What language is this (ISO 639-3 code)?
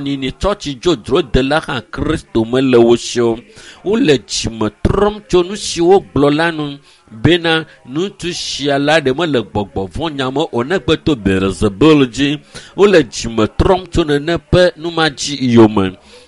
ewe